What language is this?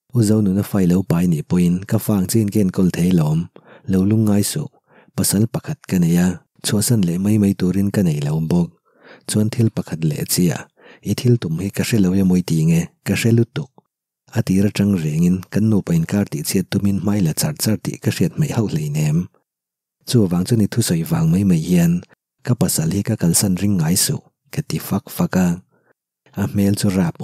Mizo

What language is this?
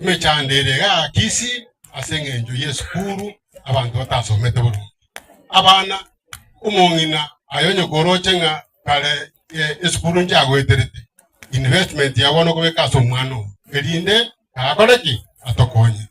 Gusii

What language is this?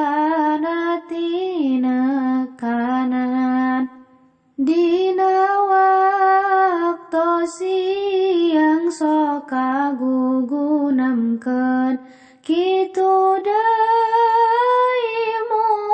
Sundanese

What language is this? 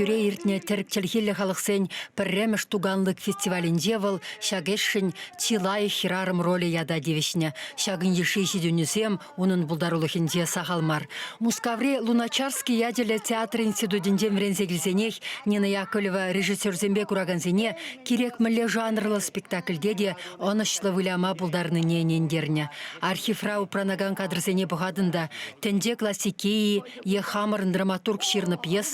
Chuvash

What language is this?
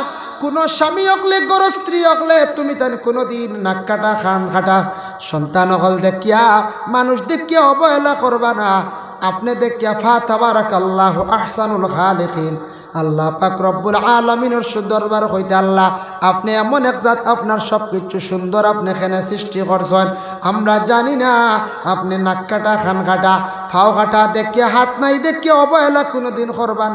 Sylheti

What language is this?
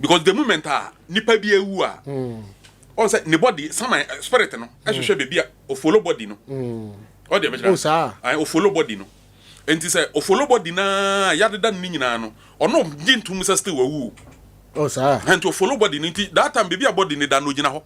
Akan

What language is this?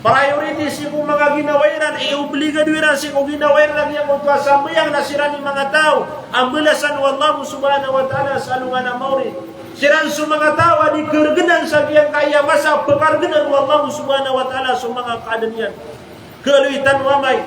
Maranao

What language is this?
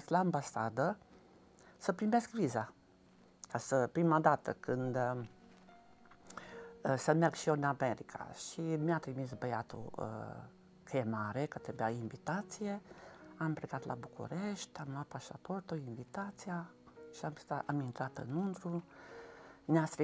Romanian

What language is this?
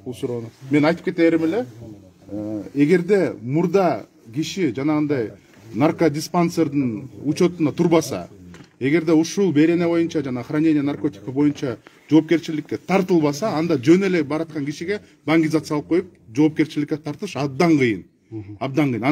Kyrgyz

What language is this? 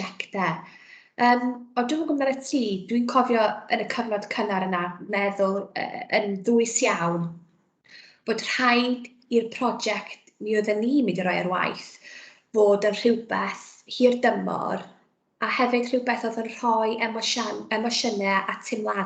Welsh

